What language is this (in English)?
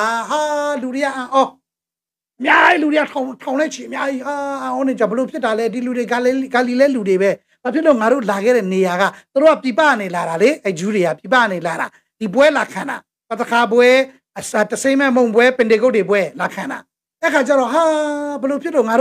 Burmese